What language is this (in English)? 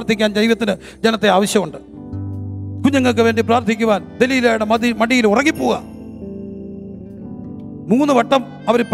Malayalam